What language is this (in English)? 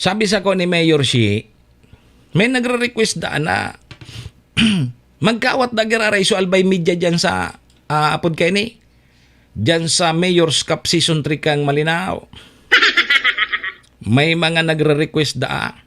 Bikol